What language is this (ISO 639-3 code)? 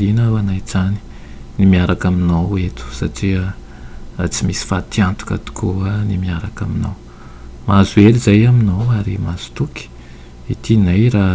mlg